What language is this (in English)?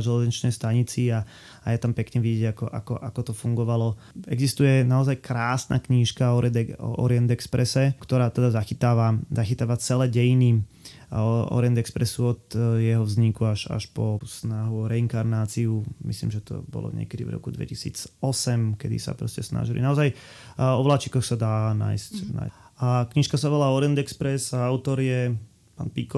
Slovak